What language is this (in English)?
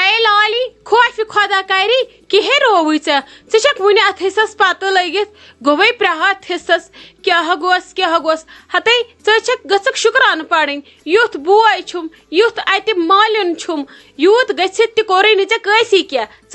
Kashmiri